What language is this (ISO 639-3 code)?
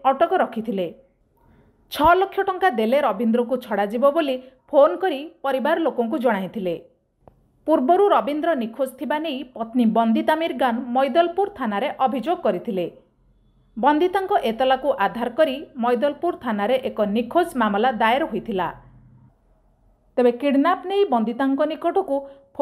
ori